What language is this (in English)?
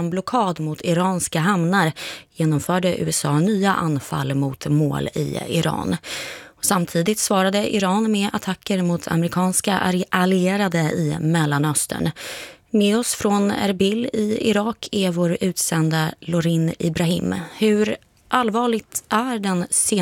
Swedish